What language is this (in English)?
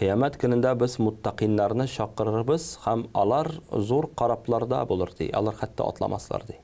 Tatar